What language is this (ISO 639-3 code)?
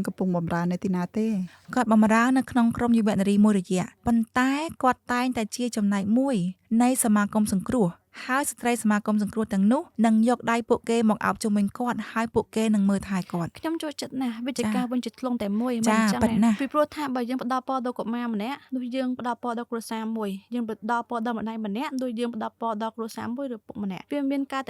khm